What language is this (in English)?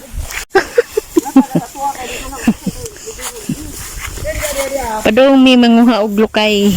Cebuano